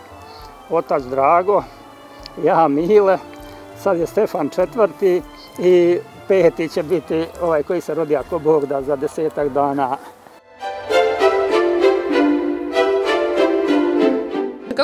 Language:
Serbian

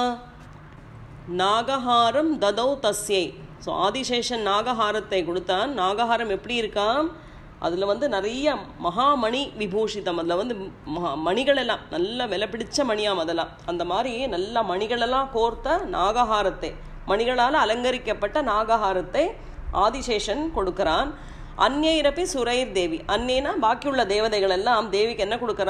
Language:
Tamil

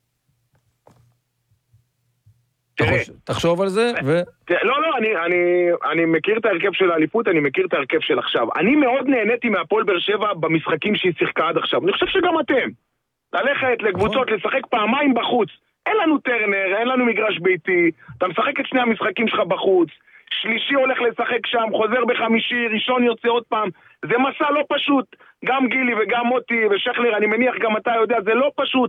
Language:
Hebrew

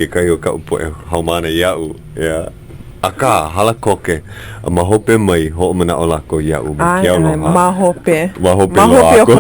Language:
Hawaiian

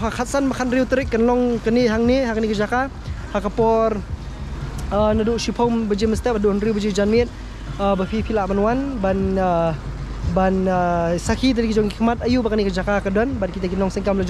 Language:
Khasi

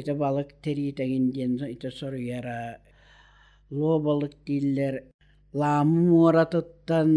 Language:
Yakut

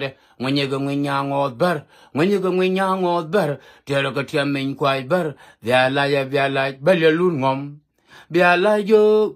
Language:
Nuer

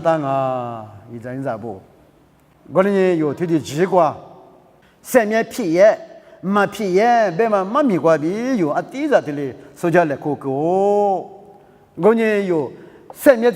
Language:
Lisu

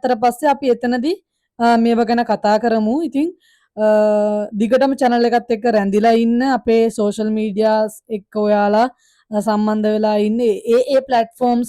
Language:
Sinhala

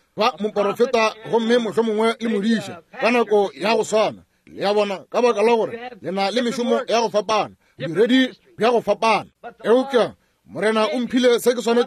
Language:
Northern Sotho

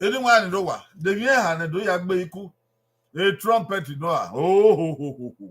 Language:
Bini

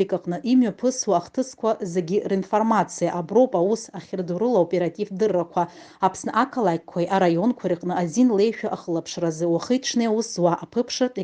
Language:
Abkhazian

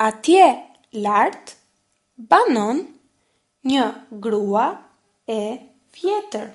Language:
Albanian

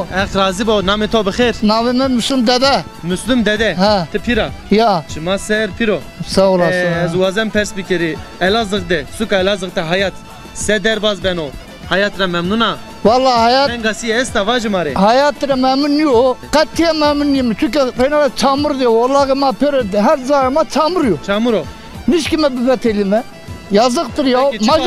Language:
Zaza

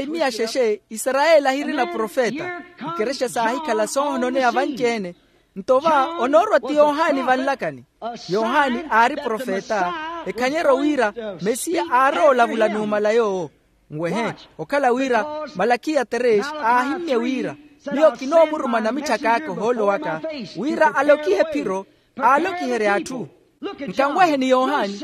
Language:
Makhuwa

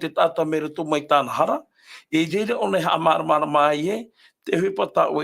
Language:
Tahitian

